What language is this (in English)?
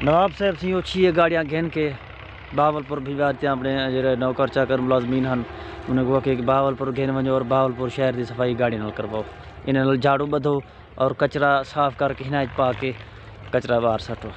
Saraiki